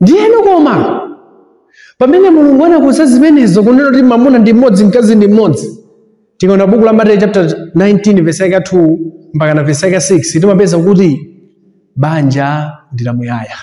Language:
Nyanja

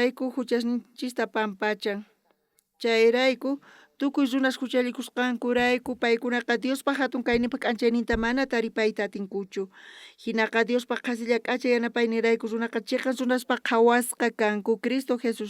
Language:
South Bolivian Quechua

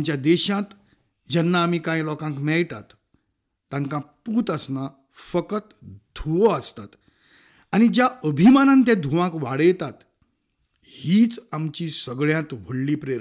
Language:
Konkani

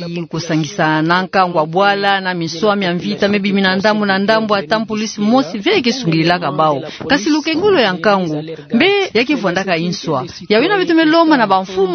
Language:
Kituba (Democratic Republic of Congo)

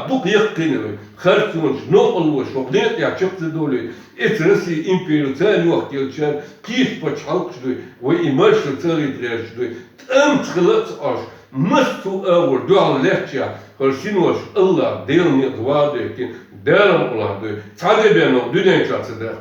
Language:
Chechen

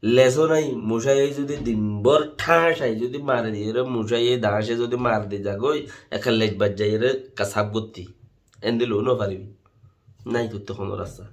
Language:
Rohingya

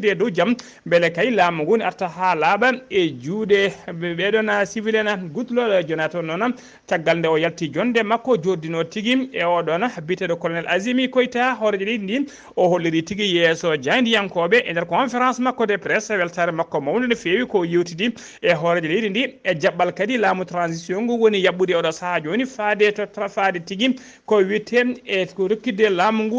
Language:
Fula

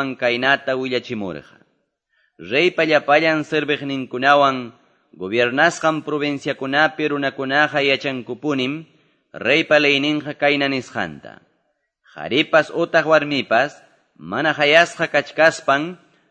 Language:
Quechua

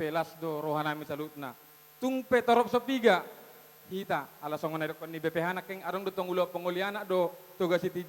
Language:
Batak Toba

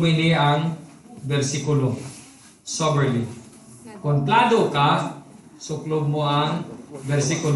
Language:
Hiligaynon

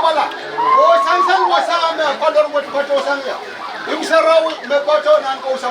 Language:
Pohnpeian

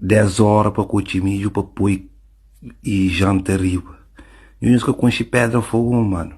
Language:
Kabuverdianu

